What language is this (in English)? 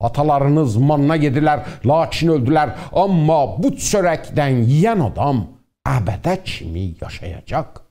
South Azerbaijani